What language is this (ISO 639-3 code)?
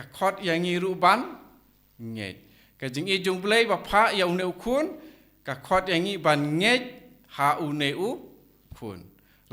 kha